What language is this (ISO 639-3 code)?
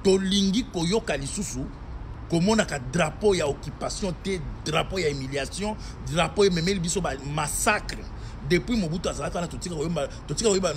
lin